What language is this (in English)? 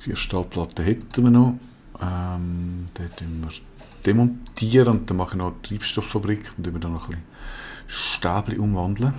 Swiss German